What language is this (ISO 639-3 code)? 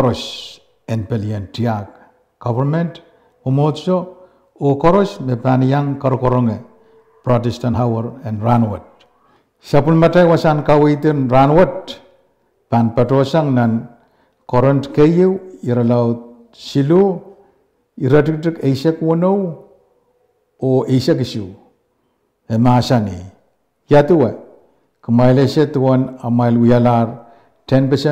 pon